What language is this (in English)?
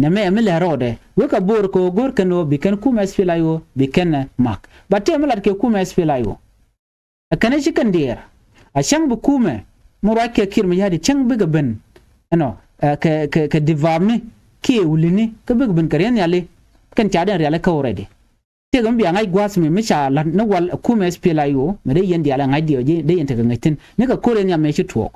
Nuer